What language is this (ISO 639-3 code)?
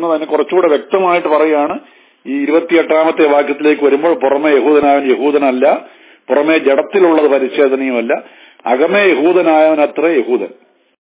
mal